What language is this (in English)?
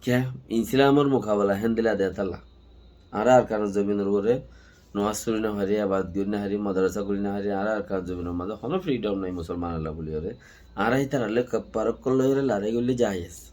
Rohingya